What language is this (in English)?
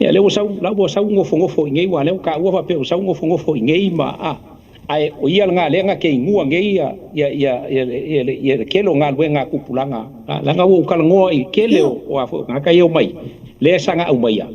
Samoan